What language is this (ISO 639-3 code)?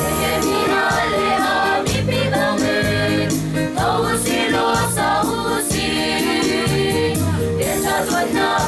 cnh